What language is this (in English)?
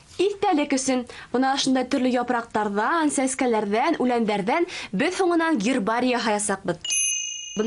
Bashkir